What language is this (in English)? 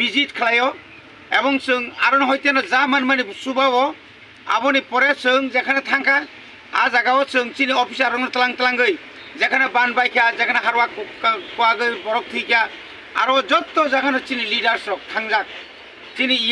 Kok Borok